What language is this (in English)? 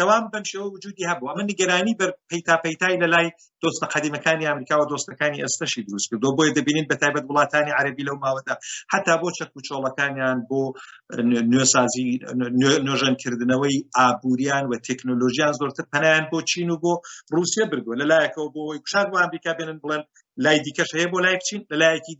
Central Kurdish